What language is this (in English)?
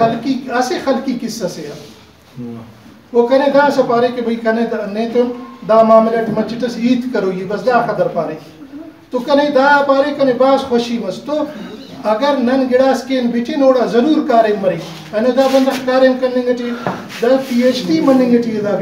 Brahui